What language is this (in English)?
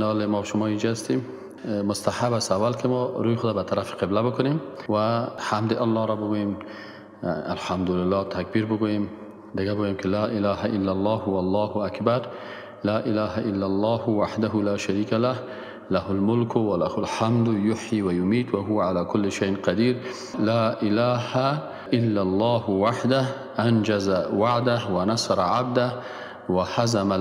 Persian